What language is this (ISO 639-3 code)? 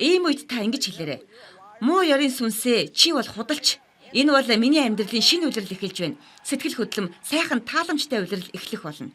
mon